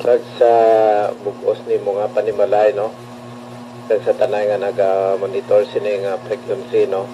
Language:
Hiligaynon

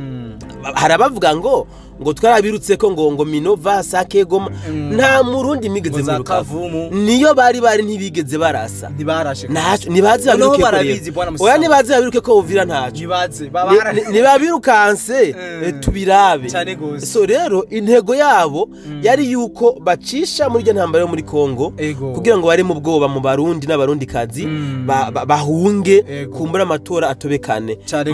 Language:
Rundi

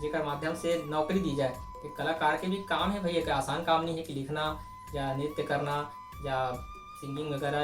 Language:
Chhattisgarhi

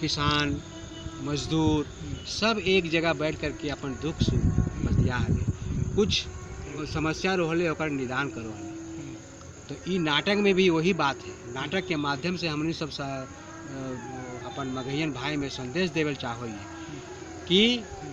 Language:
Magahi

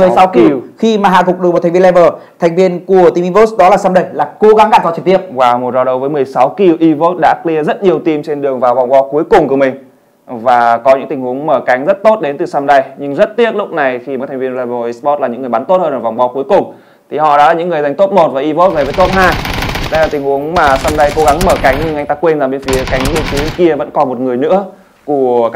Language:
Vietnamese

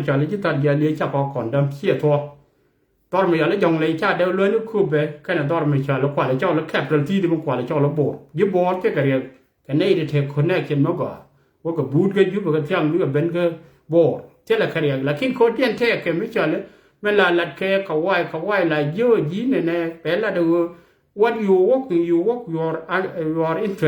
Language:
Nuer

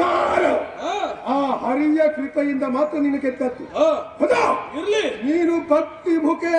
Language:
Kannada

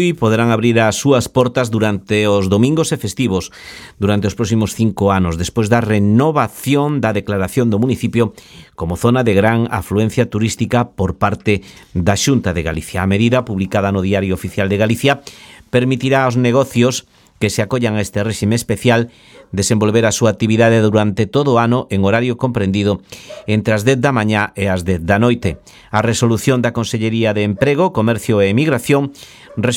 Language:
Galician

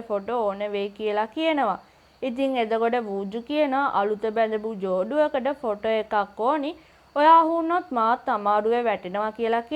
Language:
Sinhala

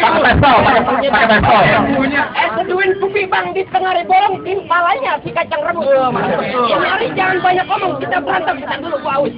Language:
Betawi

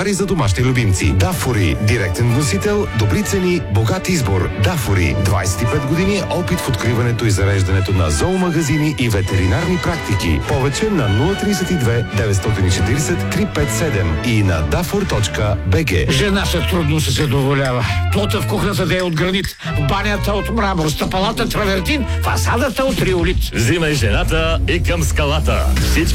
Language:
Bulgarian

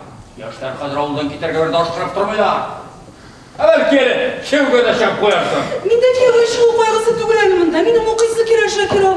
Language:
Tatar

